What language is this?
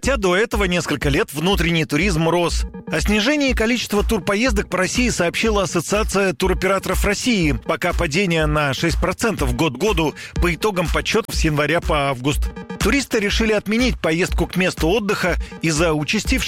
Russian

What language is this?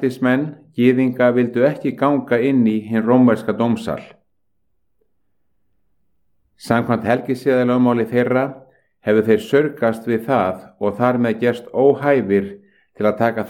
Icelandic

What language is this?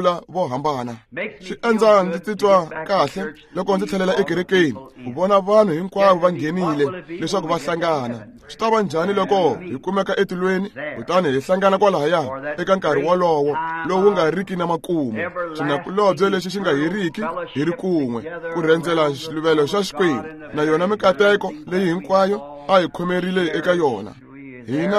Tsonga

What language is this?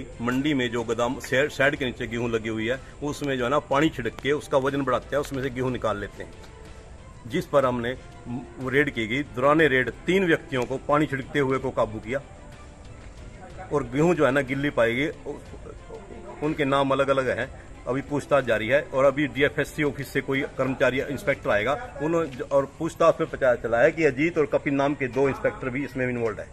Hindi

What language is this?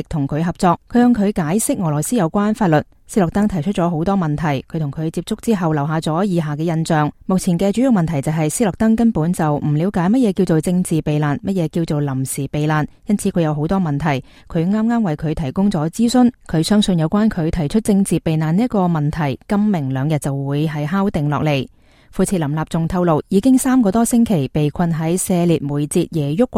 Cantonese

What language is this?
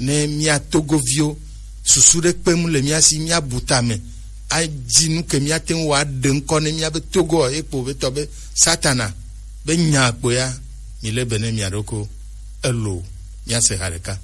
Gen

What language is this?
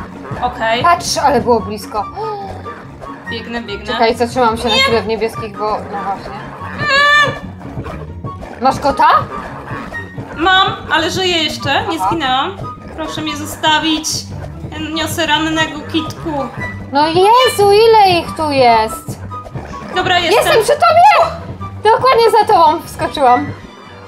Polish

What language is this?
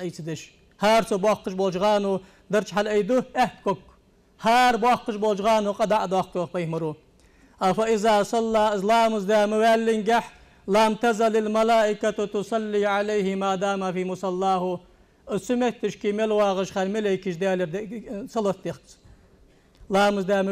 Ingush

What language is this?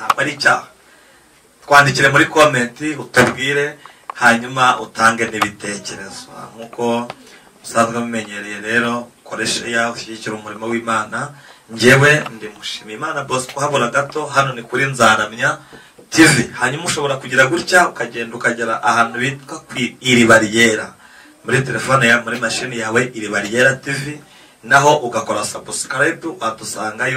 Kinyarwanda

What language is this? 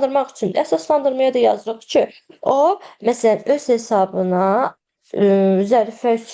Azerbaijani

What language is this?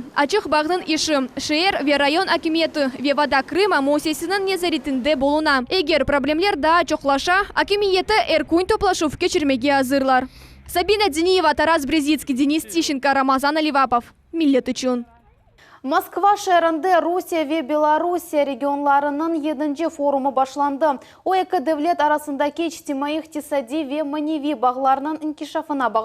Crimean Tatar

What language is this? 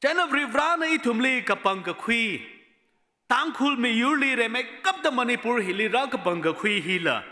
Tangkhul Naga (India)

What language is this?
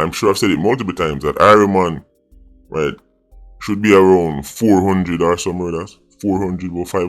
Jamaican Creole English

